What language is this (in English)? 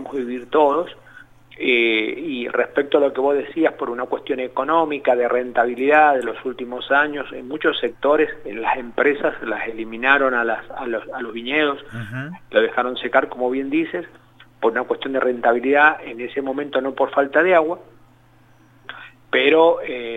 Spanish